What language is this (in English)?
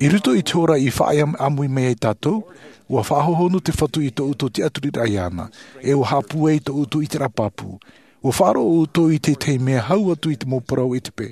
Tahitian